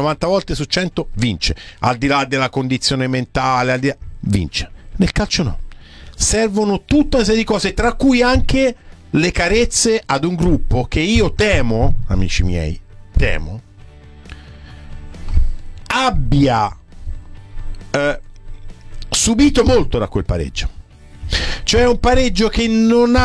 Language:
Italian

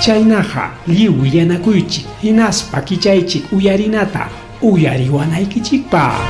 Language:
Ayacucho Quechua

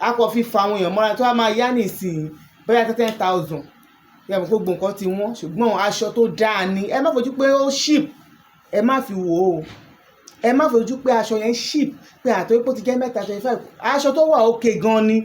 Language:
Yoruba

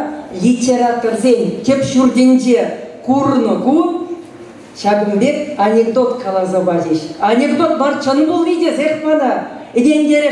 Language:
Chuvash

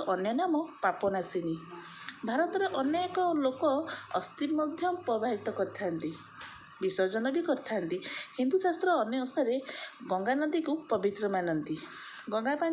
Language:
Odia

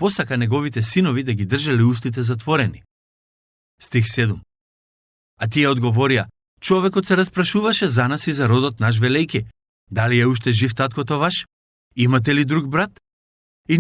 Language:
Macedonian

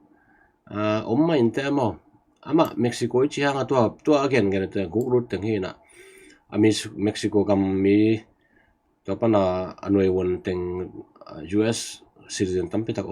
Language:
Tedim Chin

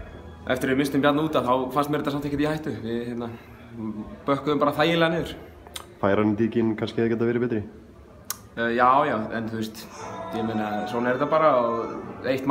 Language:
Icelandic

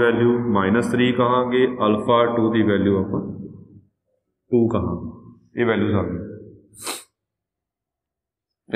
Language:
Punjabi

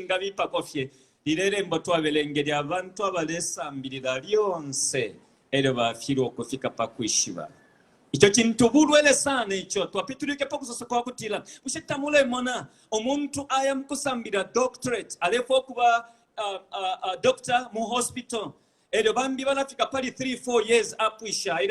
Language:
Bemba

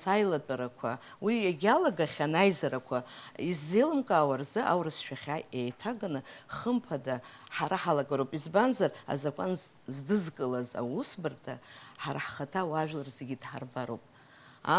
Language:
Abkhazian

